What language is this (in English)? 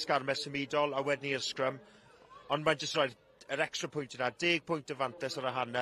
Welsh